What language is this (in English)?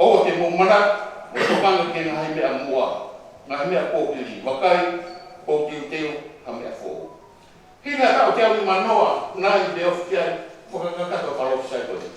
Tongan